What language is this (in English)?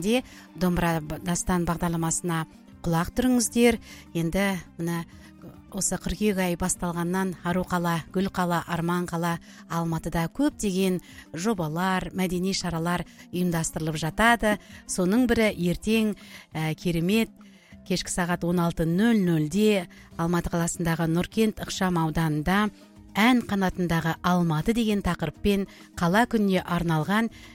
Kazakh